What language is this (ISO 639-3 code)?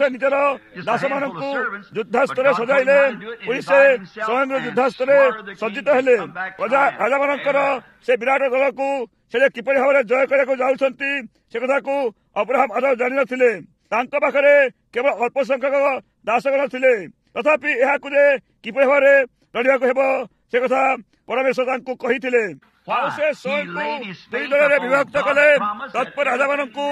ori